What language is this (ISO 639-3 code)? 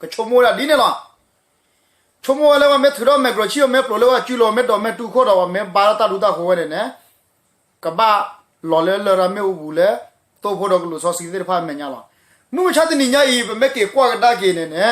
ksw